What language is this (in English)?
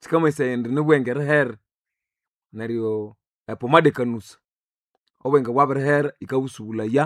Nande